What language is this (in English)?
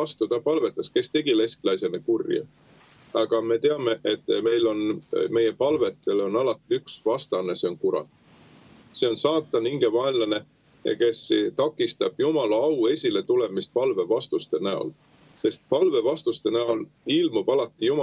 Estonian